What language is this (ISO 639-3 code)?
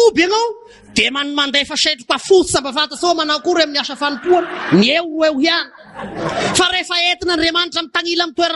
mlg